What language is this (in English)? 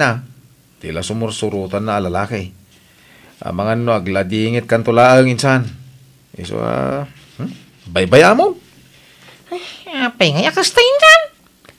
Iloko